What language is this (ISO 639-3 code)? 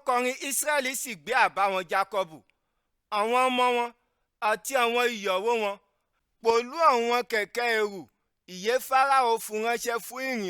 yor